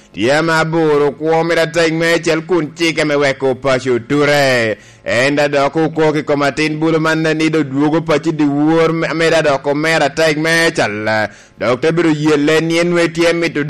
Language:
Lango (Uganda)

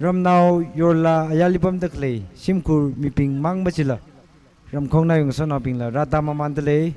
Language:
Tangkhul Naga (India)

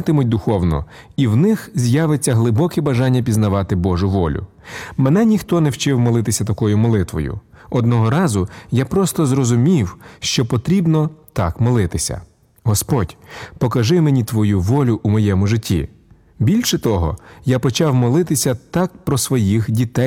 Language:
Ukrainian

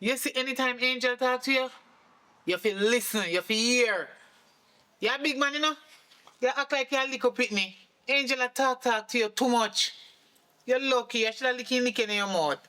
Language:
Jamaican Creole English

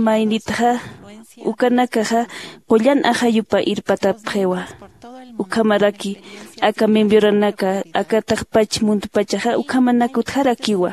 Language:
Aymara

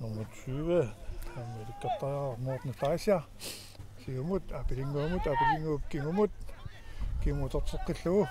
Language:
Kalaallisut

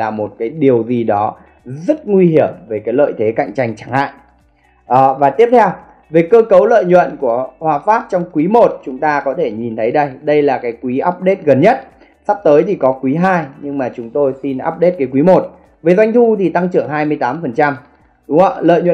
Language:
Vietnamese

